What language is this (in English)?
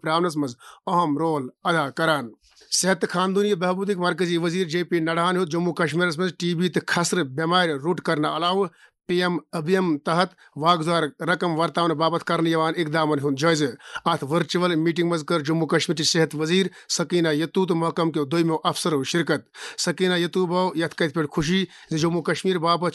Kashmiri